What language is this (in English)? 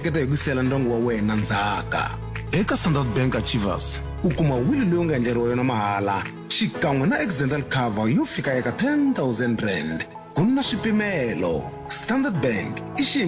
Tsonga